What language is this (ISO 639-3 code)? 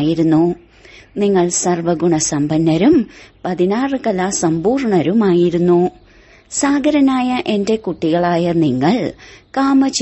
mal